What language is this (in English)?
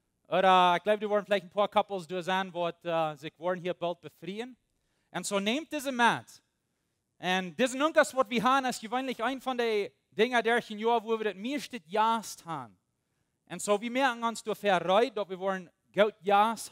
Plautdietsch